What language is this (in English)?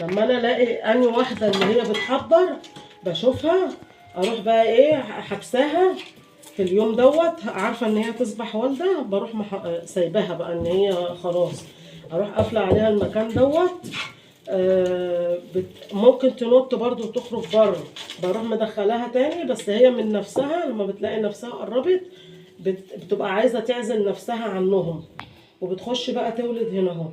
Egyptian Arabic